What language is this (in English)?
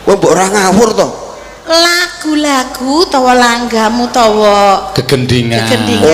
Javanese